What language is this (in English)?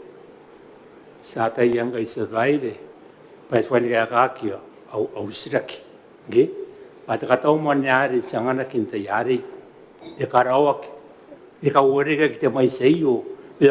Gilbertese